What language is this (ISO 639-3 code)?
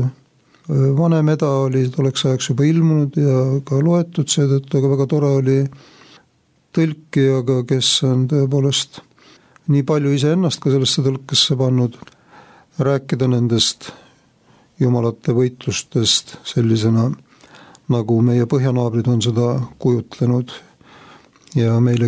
est